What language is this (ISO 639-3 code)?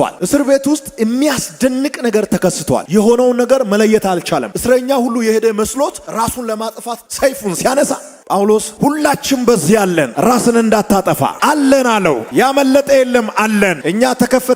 amh